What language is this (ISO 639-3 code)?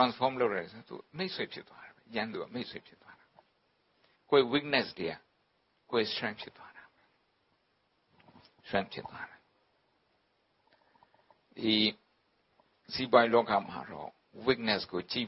mya